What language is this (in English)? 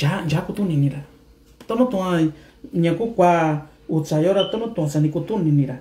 Mixtepec Mixtec